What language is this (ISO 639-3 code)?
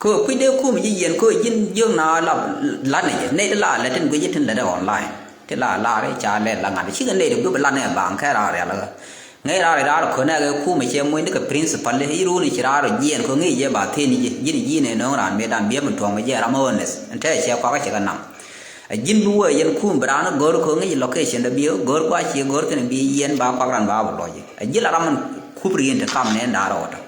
nus